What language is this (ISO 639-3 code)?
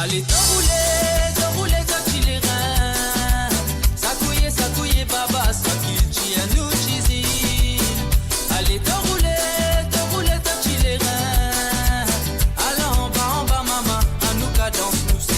mfe